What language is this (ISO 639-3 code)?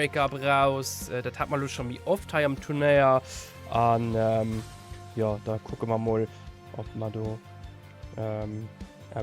ltz